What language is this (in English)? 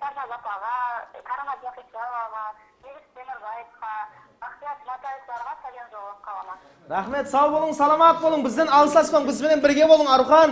Kara-Kalpak